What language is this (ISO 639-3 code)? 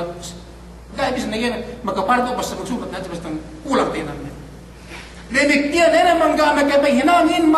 yka